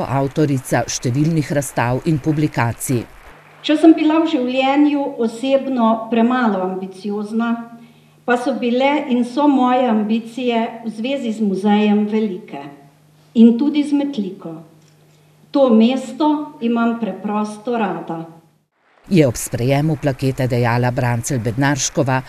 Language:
Slovenian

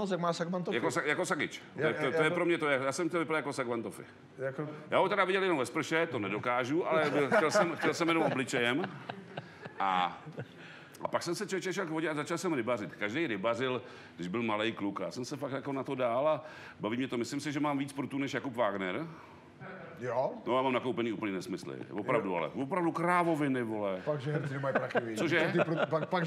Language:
Czech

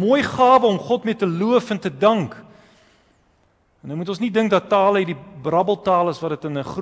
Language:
Afrikaans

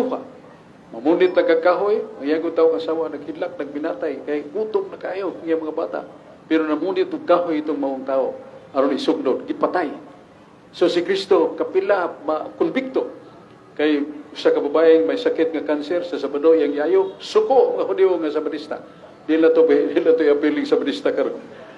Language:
Cebuano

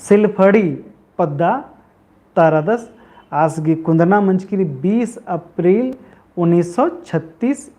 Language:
Kurukh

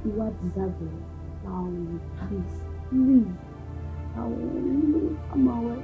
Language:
Bini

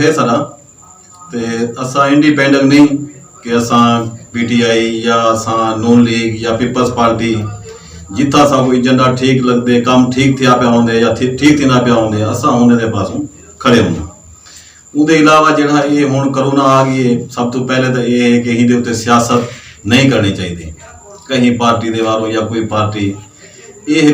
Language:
Saraiki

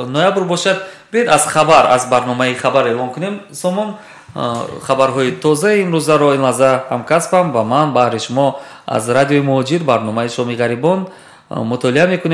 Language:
Tajik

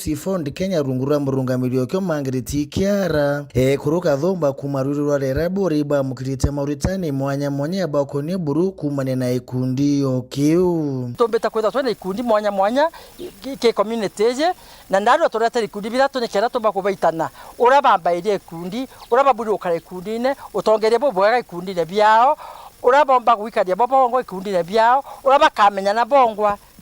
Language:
Meru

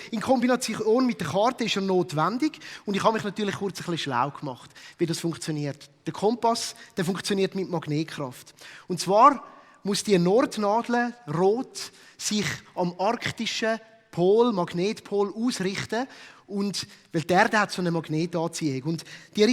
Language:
Swiss German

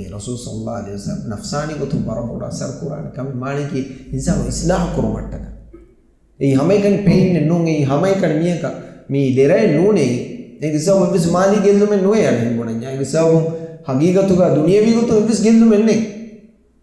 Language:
Divehi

